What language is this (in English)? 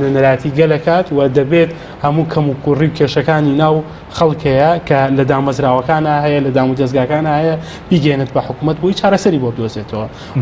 Central Kurdish